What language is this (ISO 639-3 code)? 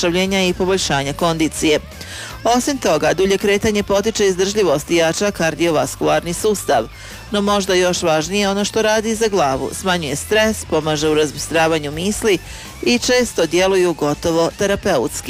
hrv